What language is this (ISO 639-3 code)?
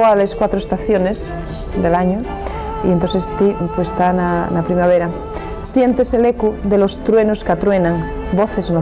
ast